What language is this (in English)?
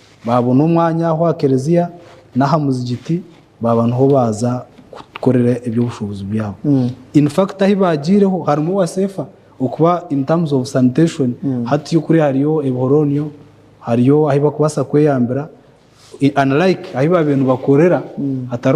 Nyankole